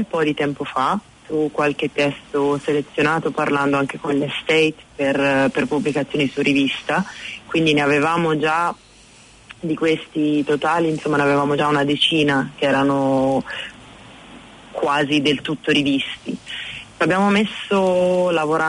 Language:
Italian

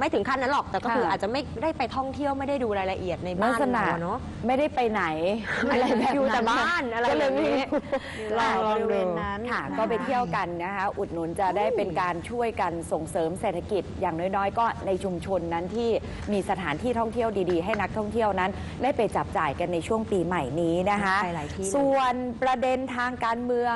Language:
Thai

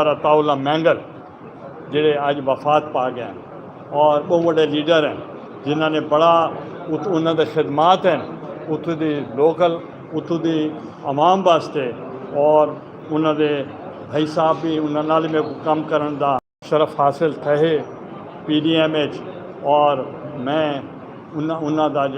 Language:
Saraiki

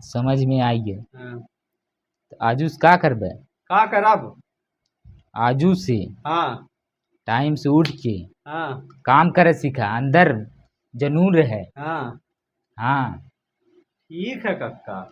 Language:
Bhojpuri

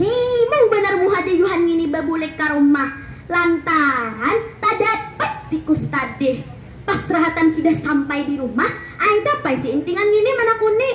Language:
Banjar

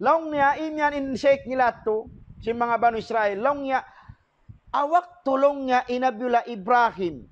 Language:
Tausug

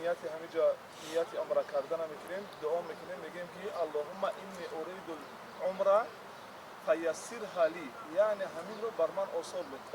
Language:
Tajik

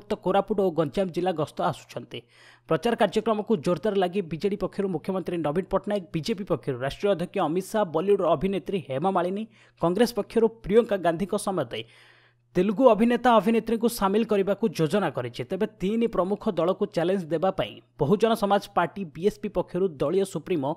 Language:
Odia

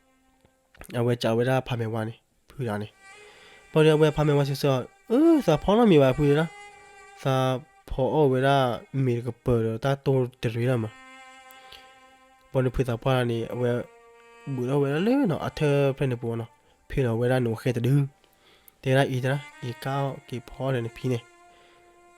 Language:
S'gaw Karen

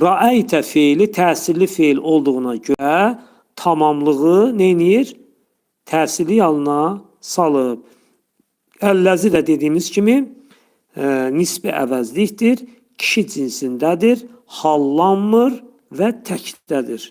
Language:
Azerbaijani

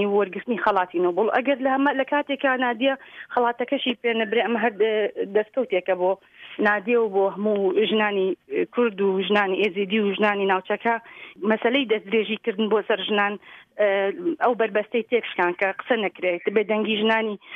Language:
Central Kurdish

